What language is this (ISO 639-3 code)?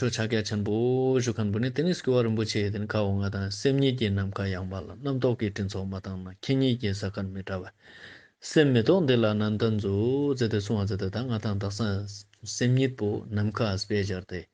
lbj